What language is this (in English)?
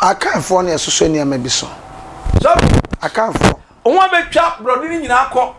Akan